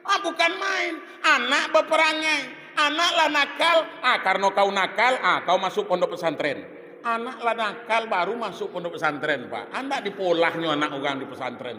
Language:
Minangkabau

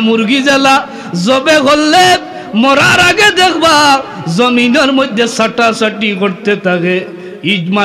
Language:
Sylheti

